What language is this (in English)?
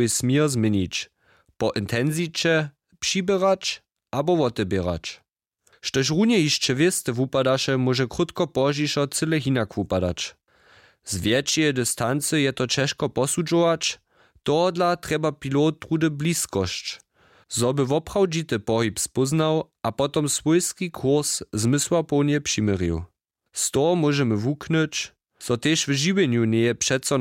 Upper Sorbian